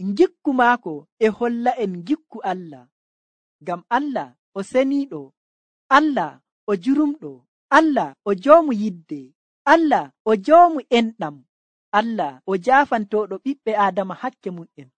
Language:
Nigerian Fulfulde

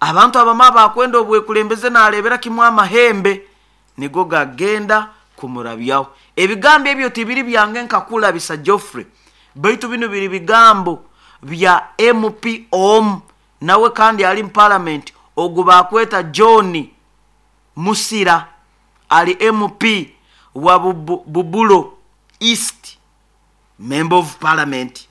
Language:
Nyoro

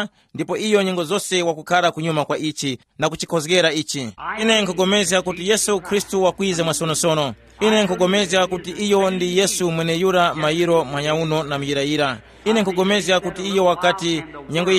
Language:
Tumbuka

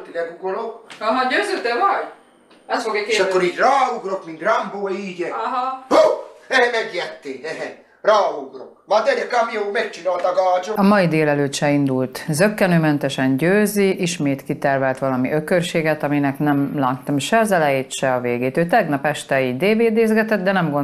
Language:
Hungarian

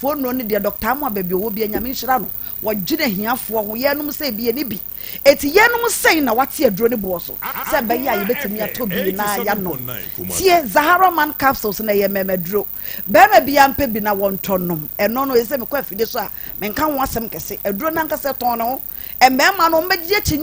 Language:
Akan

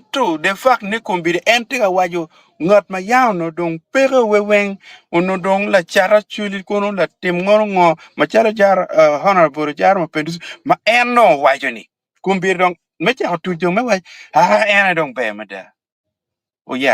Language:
Acoli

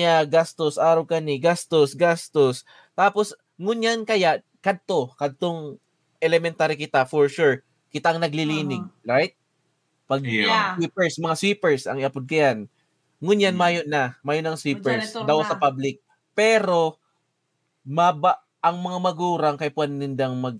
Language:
Bikol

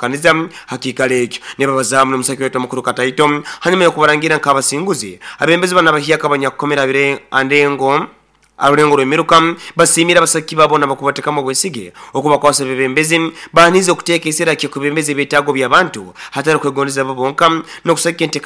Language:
Nyoro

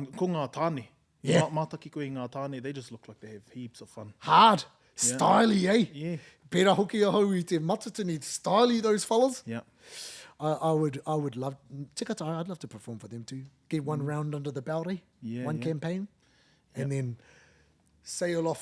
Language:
Māori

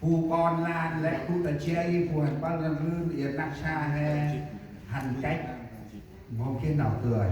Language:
Central Mnong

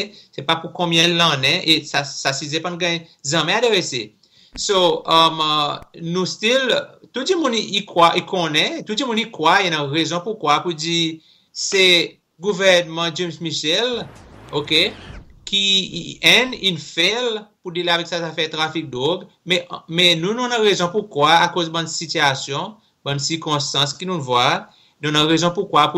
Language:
Seselwa Creole French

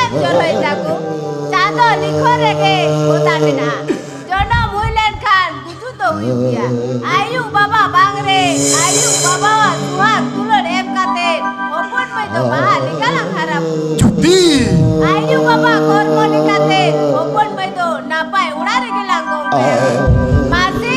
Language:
Santali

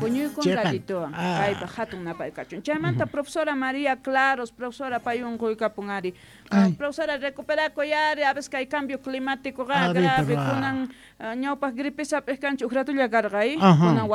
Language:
South Bolivian Quechua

